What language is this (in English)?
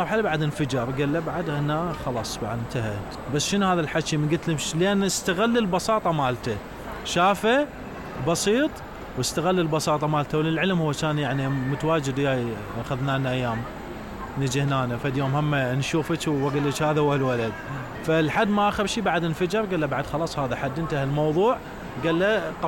Mesopotamian Arabic